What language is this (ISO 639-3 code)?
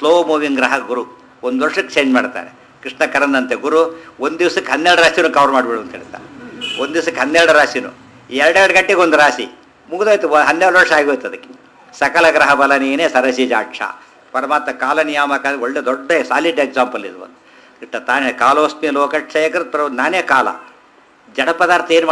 kan